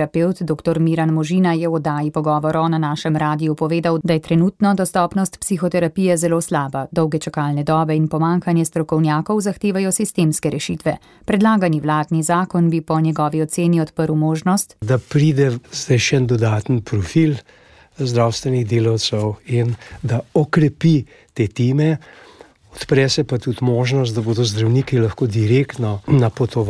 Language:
Slovenian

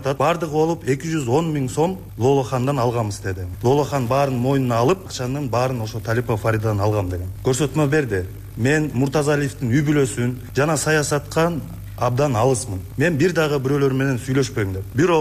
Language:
Kyrgyz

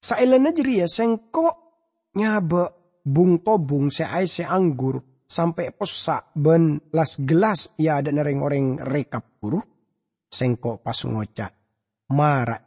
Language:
Madurese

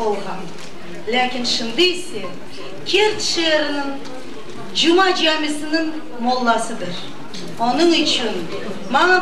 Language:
Crimean Tatar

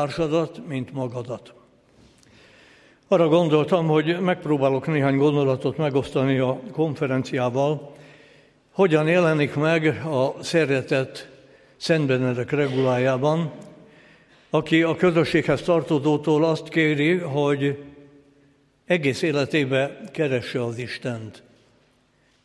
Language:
Hungarian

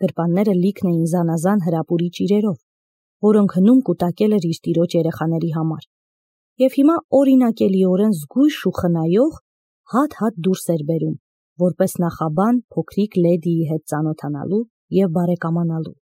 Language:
Armenian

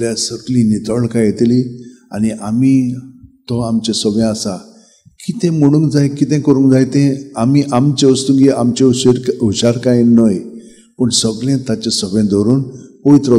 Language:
Konkani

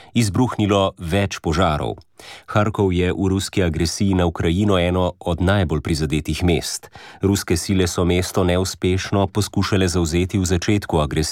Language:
Slovenian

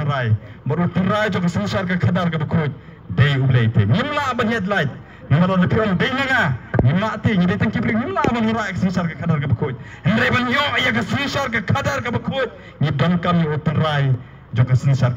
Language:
Khasi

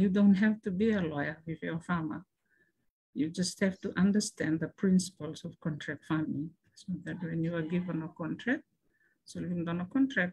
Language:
Fijian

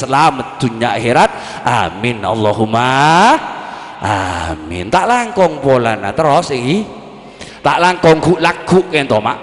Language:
Madurese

